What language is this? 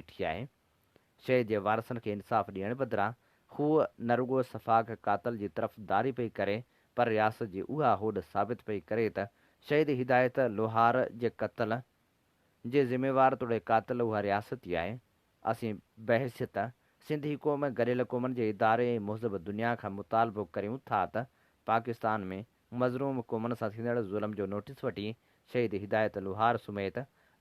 Sindhi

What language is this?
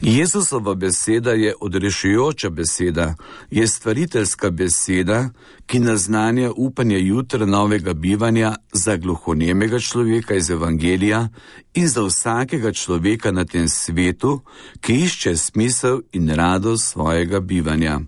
Slovenian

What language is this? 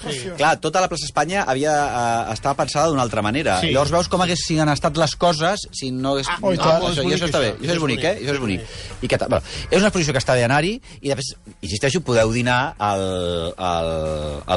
Catalan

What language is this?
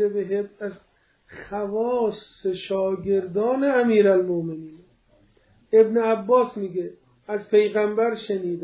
Persian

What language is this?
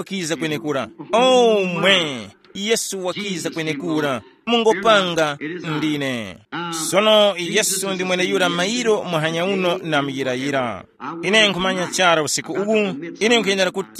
Tumbuka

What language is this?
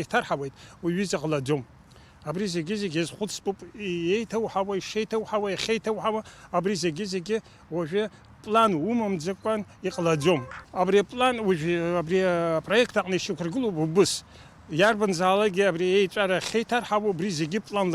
Abkhazian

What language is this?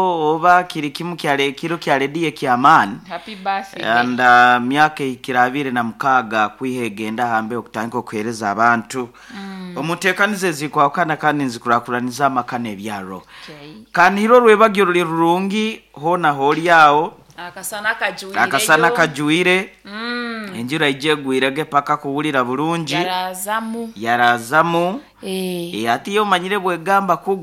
Nyoro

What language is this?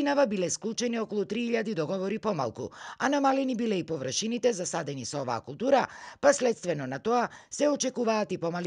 Macedonian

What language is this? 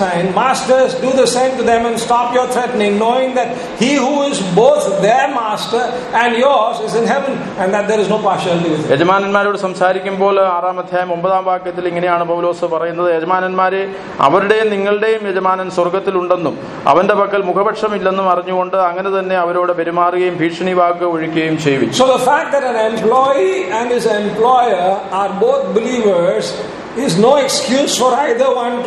Malayalam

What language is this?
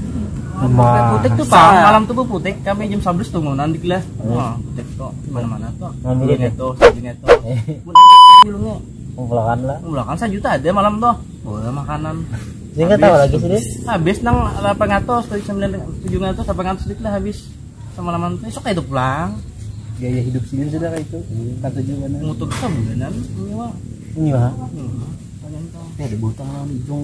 Banjar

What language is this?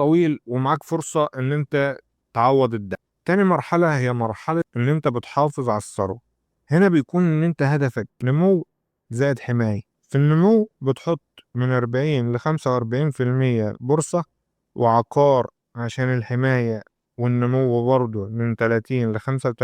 Egyptian Arabic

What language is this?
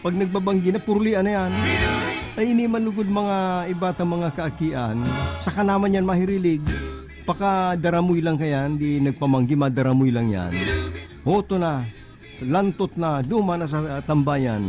Bikol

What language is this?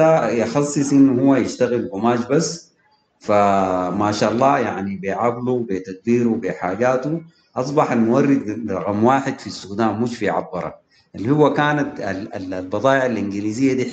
Sudanese Arabic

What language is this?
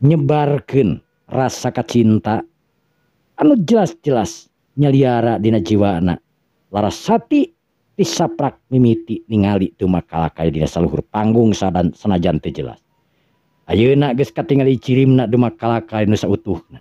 Sundanese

